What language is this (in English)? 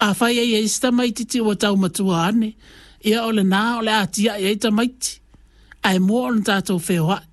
Samoan